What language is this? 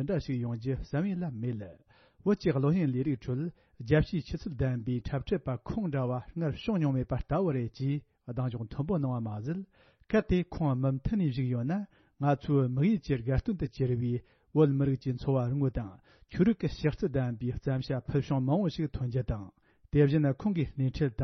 Tibetan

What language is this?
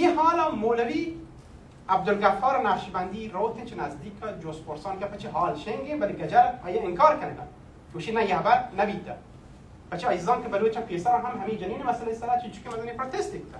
Baluchi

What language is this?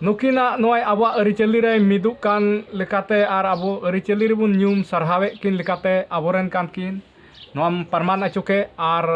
Santali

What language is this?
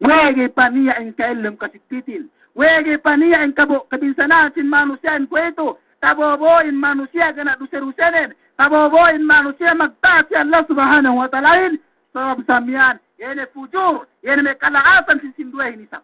Yakan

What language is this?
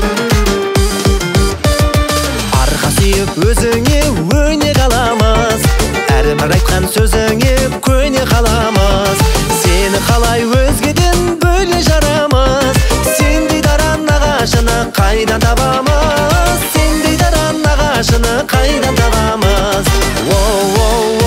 Kazakh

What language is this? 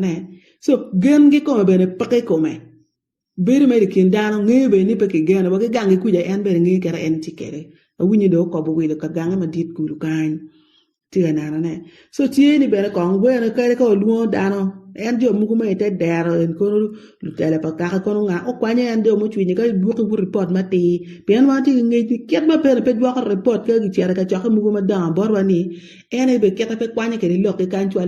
Acoli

